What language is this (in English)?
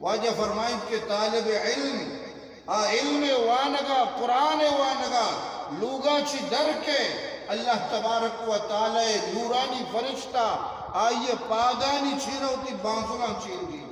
Eastern Balochi